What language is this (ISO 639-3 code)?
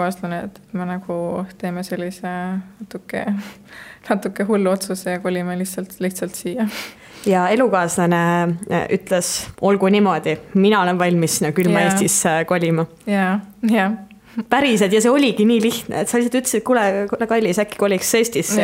est